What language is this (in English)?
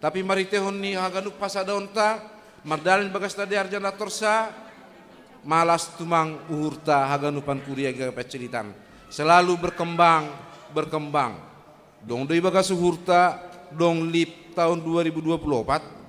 Batak Simalungun